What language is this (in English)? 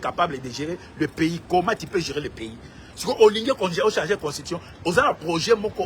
Lingala